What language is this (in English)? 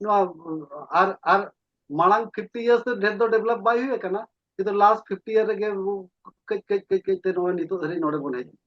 Santali